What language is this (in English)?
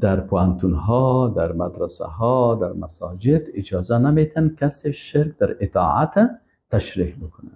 Persian